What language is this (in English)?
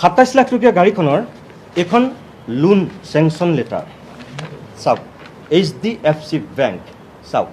Assamese